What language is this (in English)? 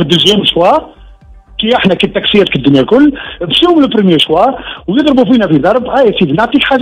Tunisian Arabic